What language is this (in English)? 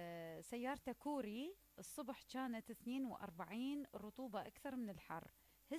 Mesopotamian Arabic